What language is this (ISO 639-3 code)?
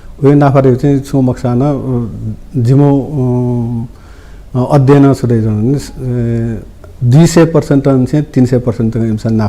new